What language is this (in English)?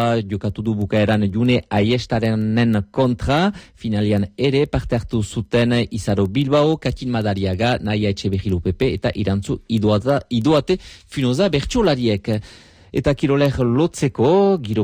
Basque